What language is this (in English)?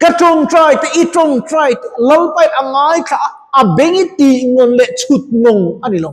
Mizo